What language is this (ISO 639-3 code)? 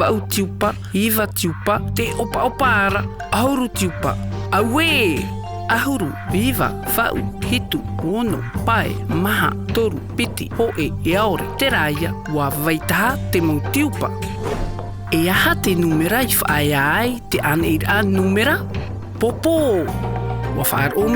tah